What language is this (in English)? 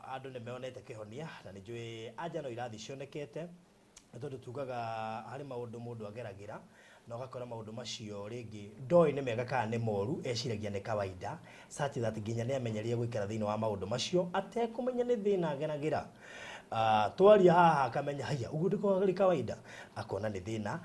Kikuyu